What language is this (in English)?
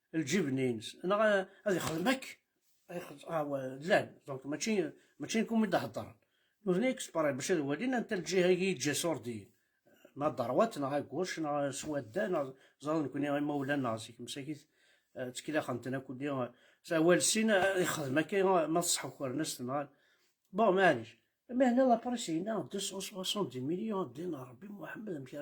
Kabyle